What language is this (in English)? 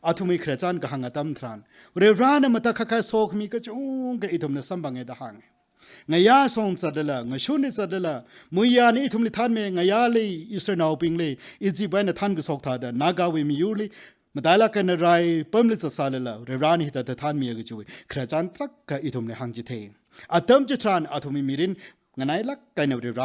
Tangkhul Naga (India)